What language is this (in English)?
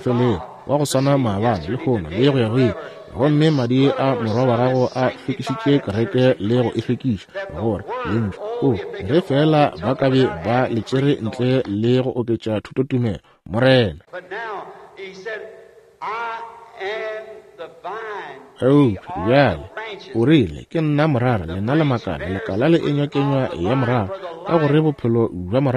Northern Sotho